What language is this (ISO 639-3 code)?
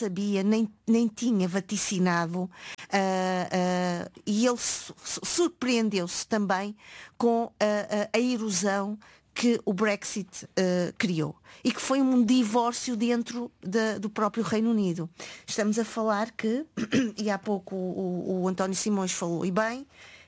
por